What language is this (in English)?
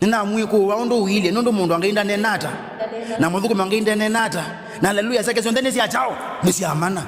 Kamba